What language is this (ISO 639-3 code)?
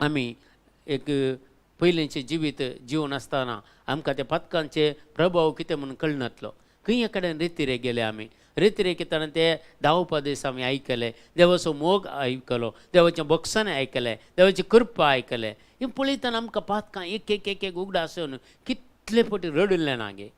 kok